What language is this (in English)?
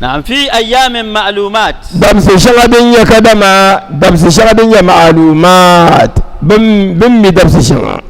Dagbani